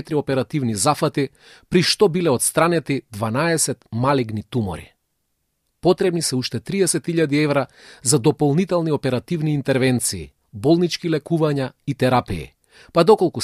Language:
Macedonian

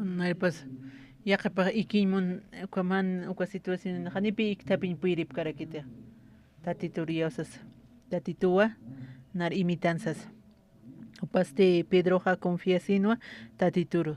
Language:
Aymara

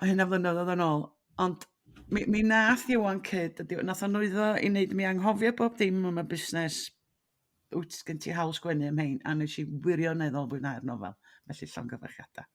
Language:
Welsh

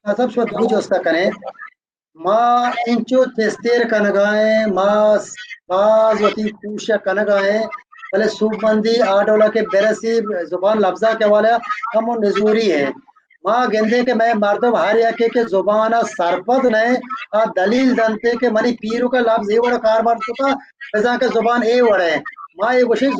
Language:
Baluchi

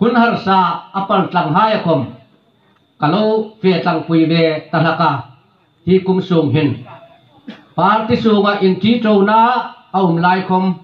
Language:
Hmar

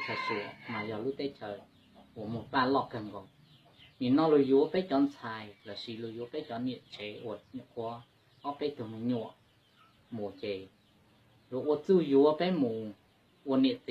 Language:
Hmong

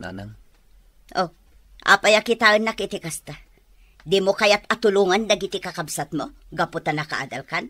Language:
Iloko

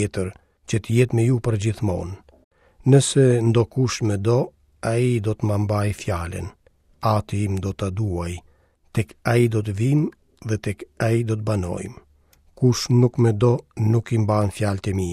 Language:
Albanian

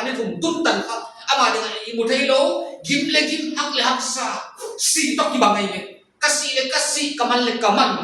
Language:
Paite Chin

